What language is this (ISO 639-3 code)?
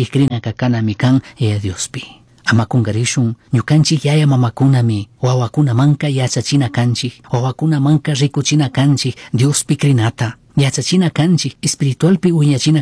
qug